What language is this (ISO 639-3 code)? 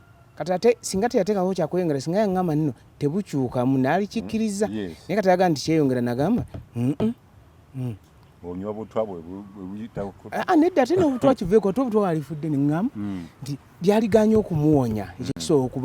lug